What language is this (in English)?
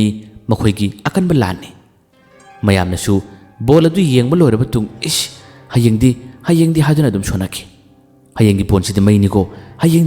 Manipuri